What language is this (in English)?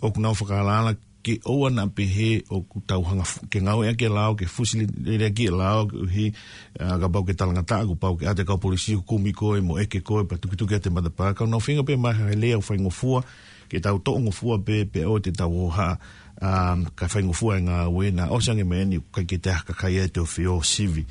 Tongan